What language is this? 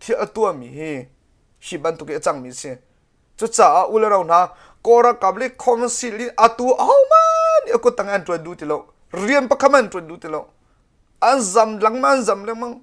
Hakha Chin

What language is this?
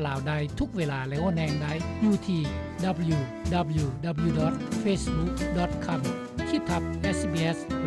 Lao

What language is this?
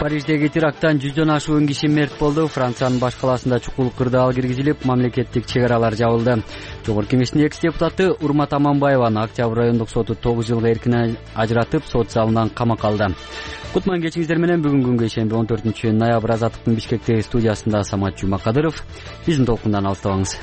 Kyrgyz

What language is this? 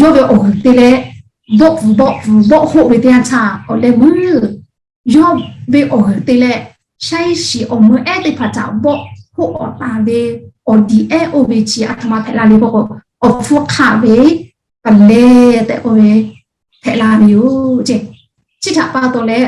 Lahu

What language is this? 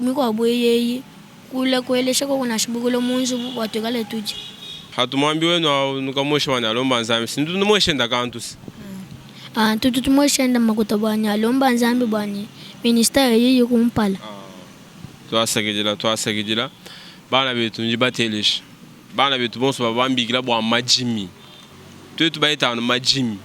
Luba-Lulua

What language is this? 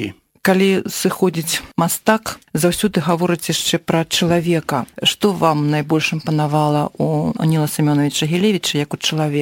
Belarusian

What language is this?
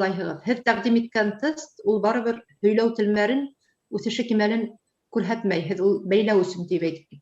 Bashkir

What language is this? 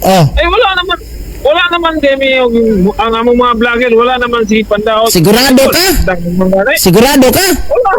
Cebuano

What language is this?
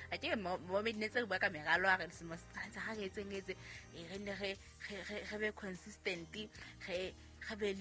Southern Sotho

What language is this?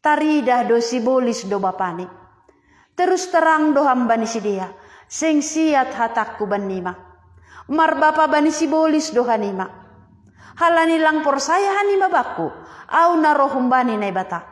Batak Simalungun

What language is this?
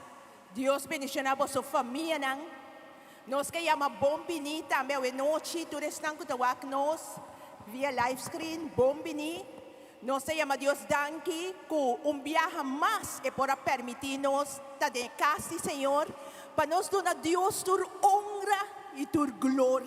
Papiamento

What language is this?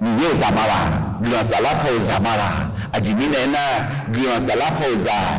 Akha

